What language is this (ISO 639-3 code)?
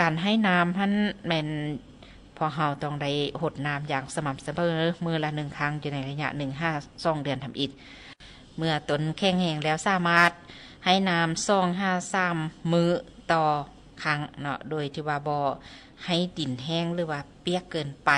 lao